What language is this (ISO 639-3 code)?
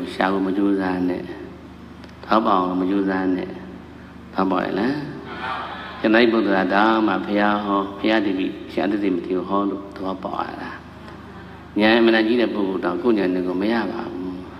mya